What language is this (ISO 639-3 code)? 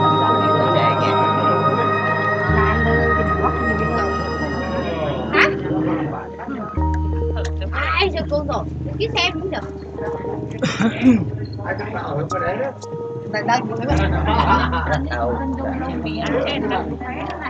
vie